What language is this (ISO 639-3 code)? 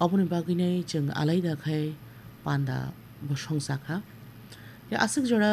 trp